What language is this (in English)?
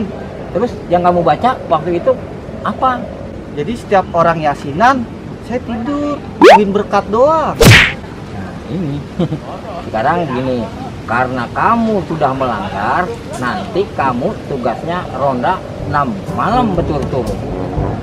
Betawi